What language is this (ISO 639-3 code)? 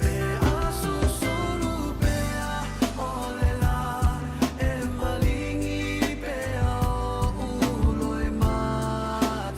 smo